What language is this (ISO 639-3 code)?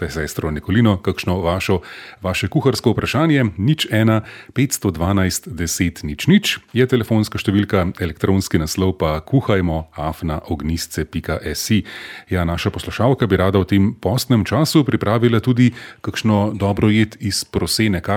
slv